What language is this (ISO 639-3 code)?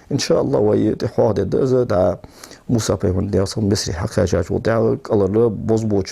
inh